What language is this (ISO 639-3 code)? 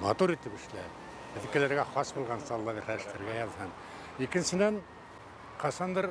bak